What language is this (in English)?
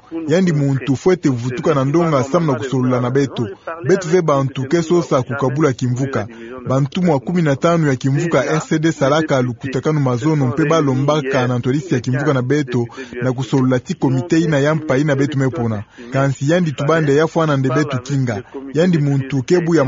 Kituba (Democratic Republic of Congo)